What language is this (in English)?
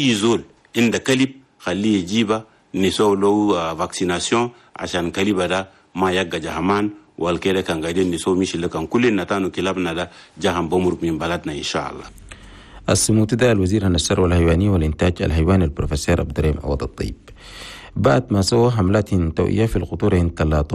Chadian Arabic